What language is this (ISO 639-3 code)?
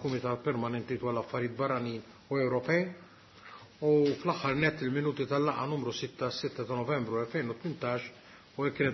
mlt